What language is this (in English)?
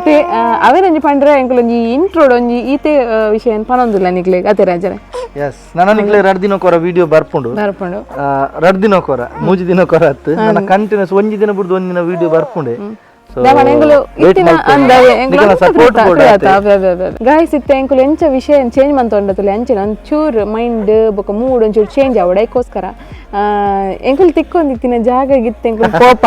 Tulu